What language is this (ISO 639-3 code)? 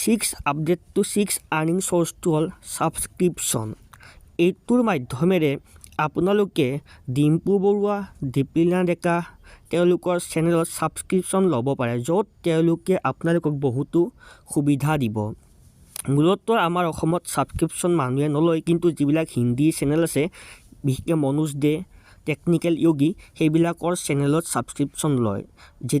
asm